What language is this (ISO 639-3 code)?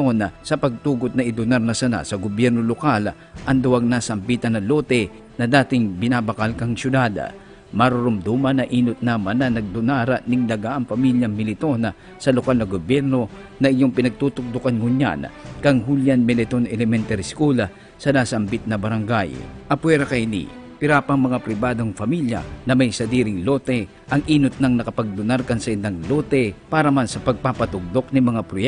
bik